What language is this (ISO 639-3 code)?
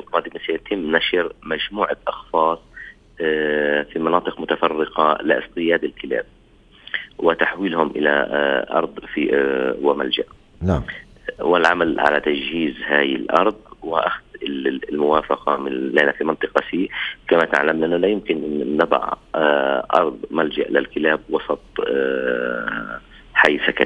apc